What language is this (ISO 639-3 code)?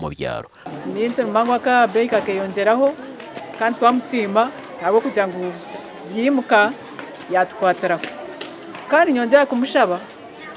nyn